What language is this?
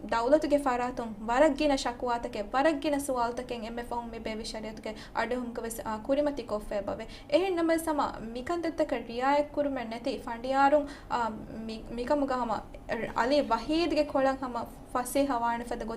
Divehi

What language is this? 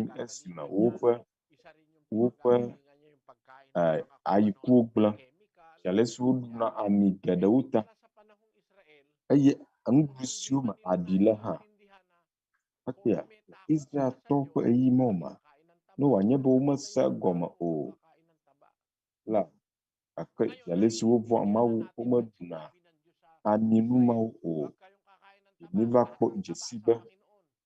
Ewe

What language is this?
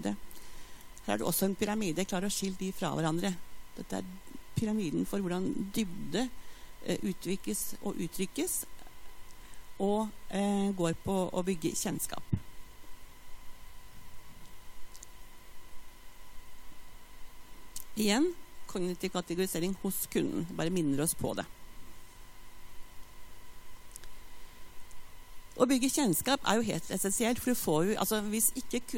Norwegian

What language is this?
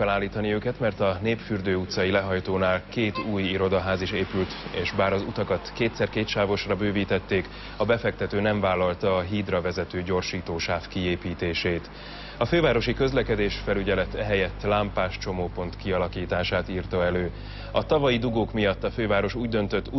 Hungarian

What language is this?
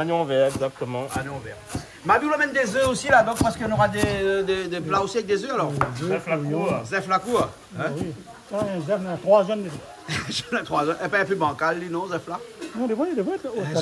Réunion Creole French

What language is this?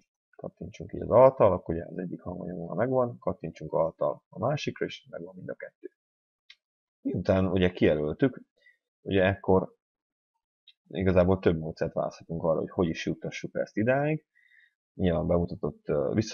Hungarian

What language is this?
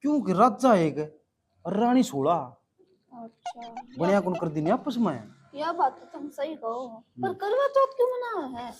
Haryanvi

